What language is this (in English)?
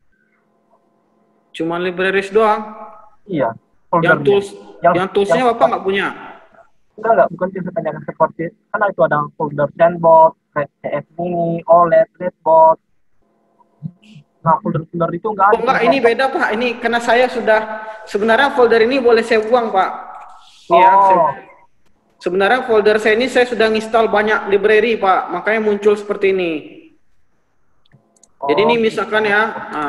Indonesian